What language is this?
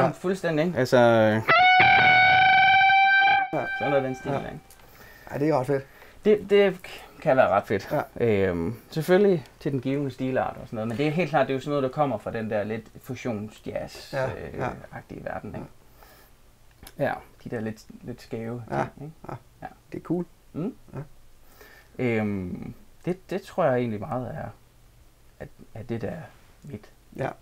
Danish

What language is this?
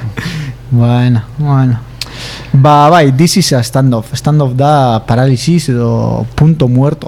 Basque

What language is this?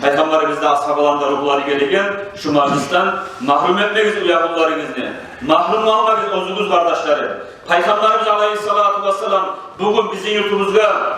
Kumyk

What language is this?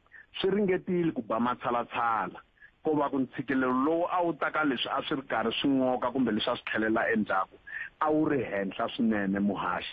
Tsonga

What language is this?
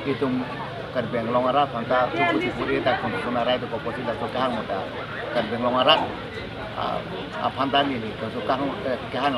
Karbi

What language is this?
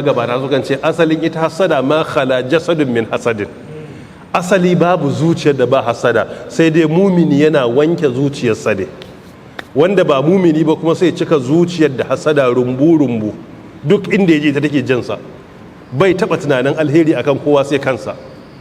Hausa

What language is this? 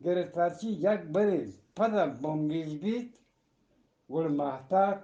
Eastern Balochi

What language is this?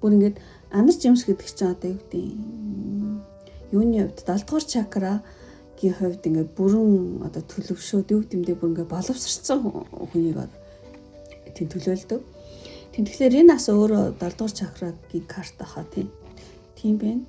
Mongolian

